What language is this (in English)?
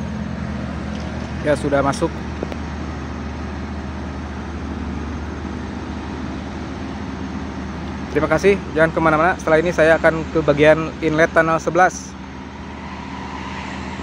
Indonesian